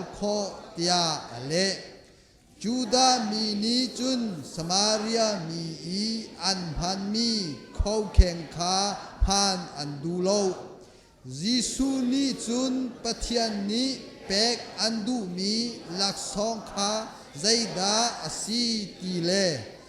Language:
Hakha Chin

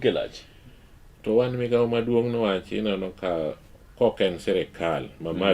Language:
Luo (Kenya and Tanzania)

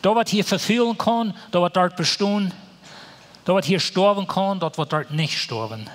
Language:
Plautdietsch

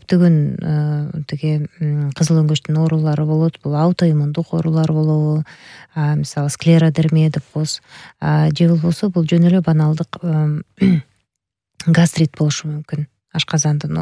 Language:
Kyrgyz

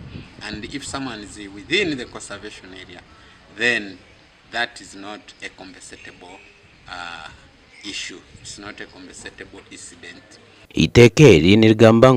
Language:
Nyankole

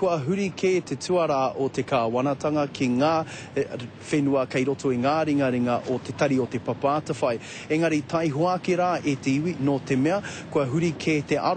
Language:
Māori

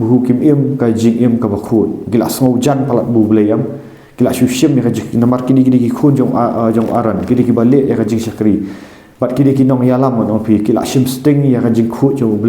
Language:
Khasi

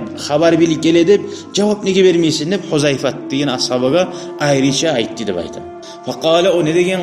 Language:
Kumyk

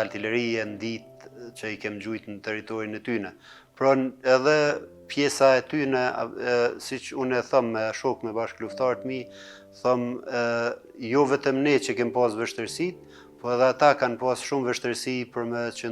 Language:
Albanian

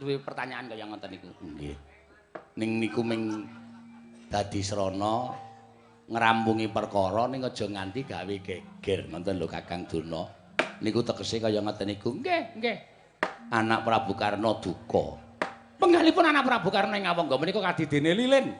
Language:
Javanese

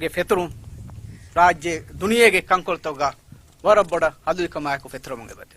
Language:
Divehi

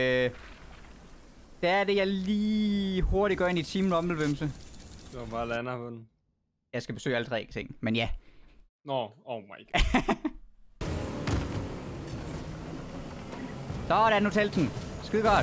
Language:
Danish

